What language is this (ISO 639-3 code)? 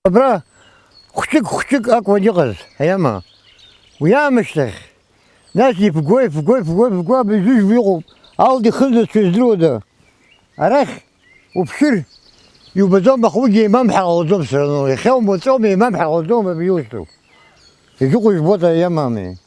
abk